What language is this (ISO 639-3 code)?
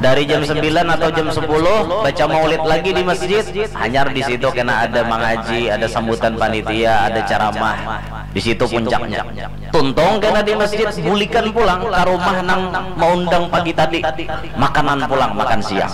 bjn